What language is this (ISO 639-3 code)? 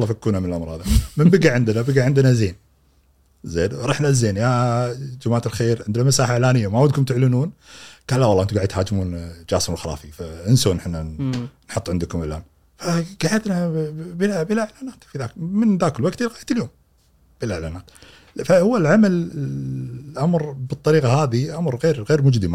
afb